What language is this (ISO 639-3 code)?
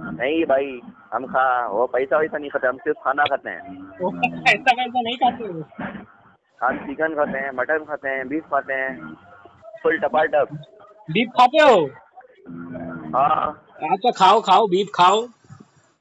hin